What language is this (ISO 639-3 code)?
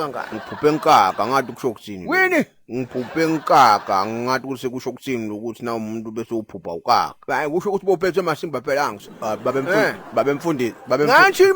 zul